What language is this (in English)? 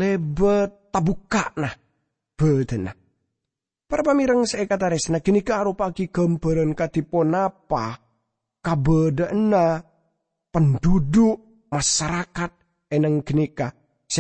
Madurese